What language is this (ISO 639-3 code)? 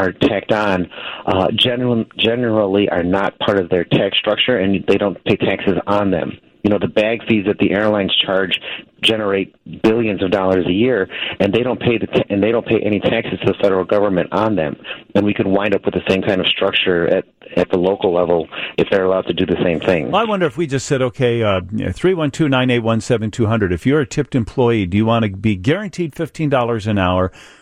eng